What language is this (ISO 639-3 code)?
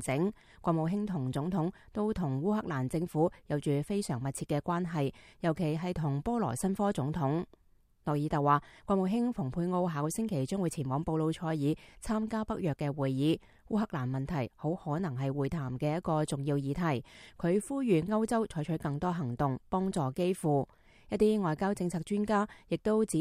yue